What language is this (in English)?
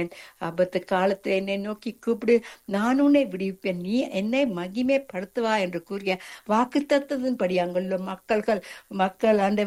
Tamil